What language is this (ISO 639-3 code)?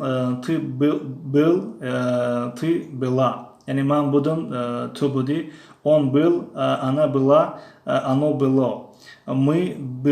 tgk